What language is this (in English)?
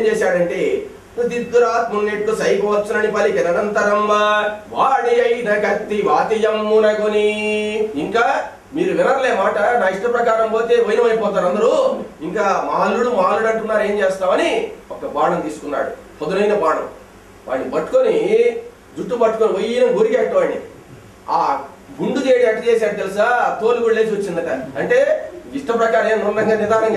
Telugu